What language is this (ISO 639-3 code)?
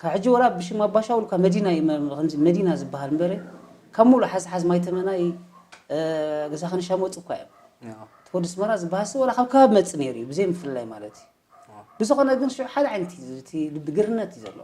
tir